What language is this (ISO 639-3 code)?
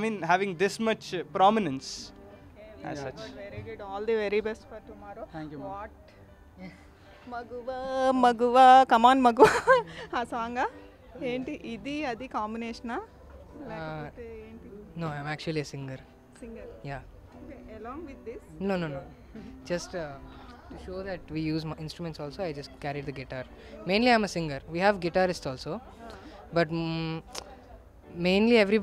tel